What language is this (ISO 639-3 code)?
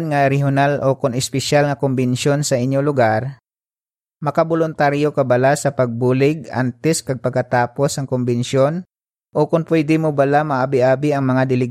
hil